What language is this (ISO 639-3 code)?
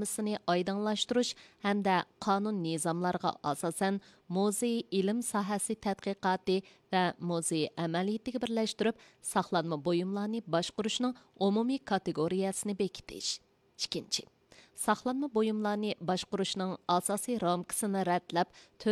uig